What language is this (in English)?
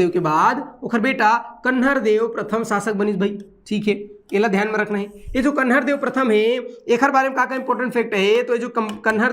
Chhattisgarhi